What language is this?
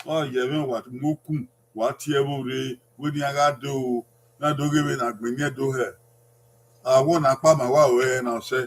Bini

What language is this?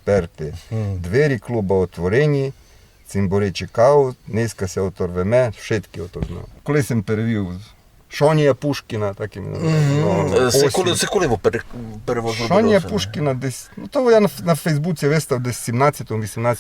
Rusyn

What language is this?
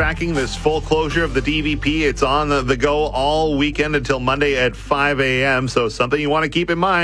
English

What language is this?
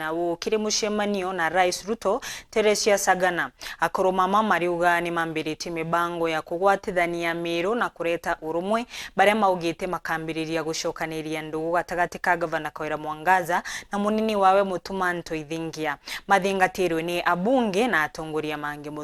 Meru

